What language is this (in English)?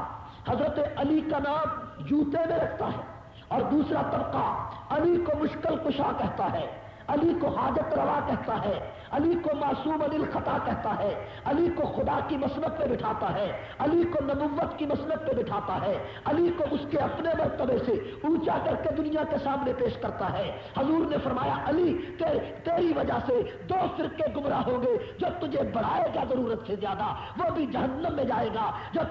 Urdu